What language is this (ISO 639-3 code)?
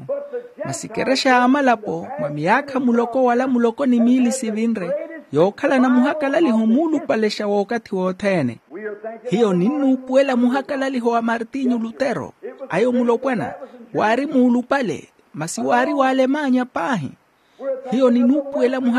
vmw